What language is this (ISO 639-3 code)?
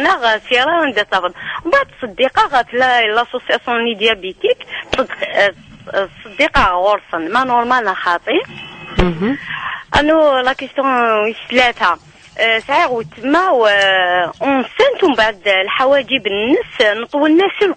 kab